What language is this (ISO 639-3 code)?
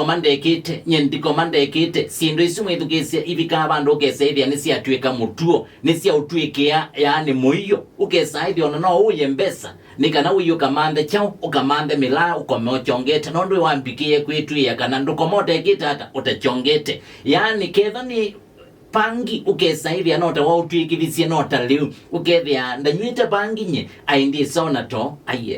kam